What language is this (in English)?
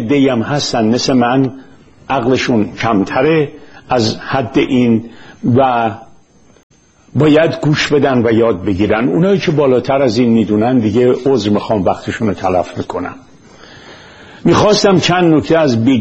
Persian